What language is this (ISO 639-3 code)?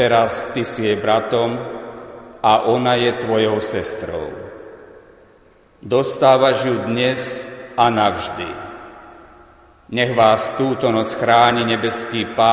slk